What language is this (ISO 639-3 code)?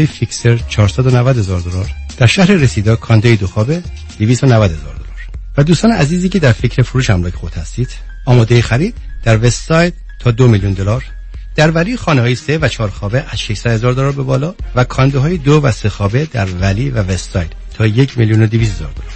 fas